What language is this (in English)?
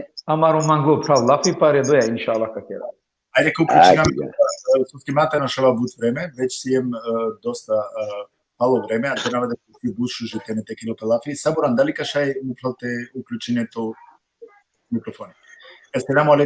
Balkan Romani